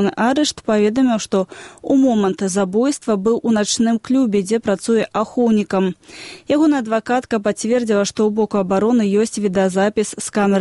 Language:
Belarusian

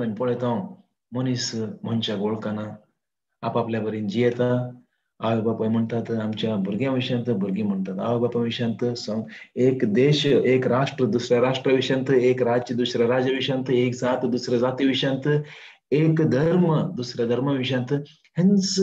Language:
Konkani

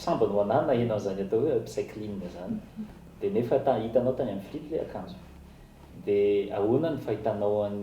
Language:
Malagasy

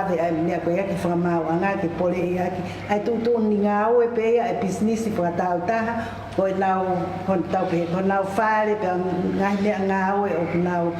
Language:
Tongan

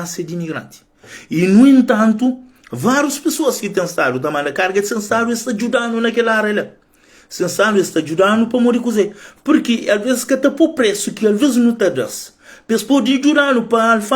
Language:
Kabuverdianu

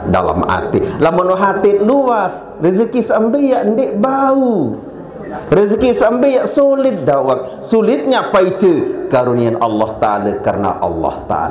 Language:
Sasak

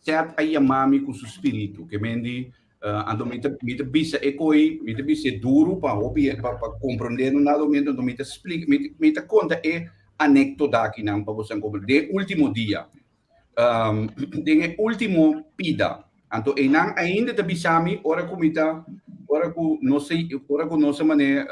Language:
Papiamento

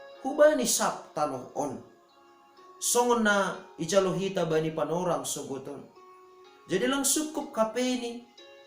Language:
Batak Simalungun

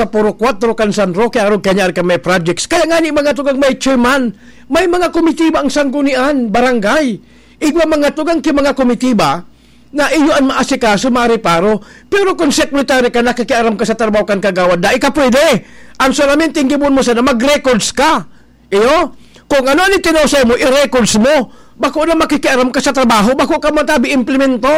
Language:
Bikol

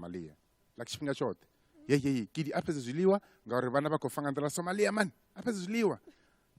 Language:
Venda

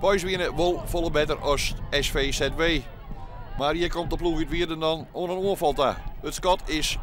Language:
Western Frisian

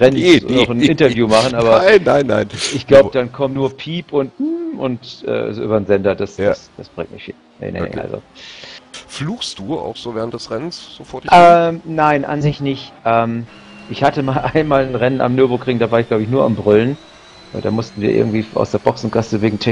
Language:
German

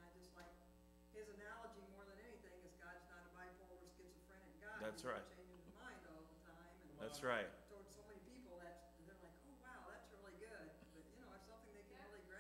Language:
English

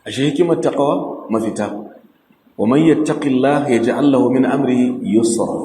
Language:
Hausa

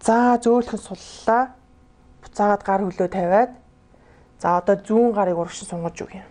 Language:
Mongolian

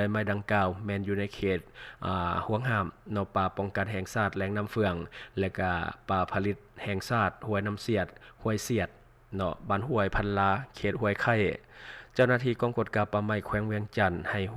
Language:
Lao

